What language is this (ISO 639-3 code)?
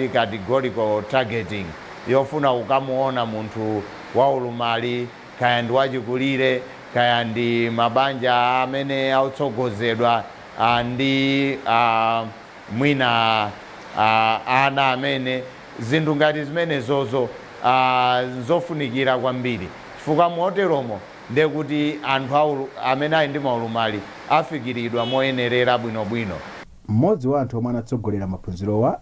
nya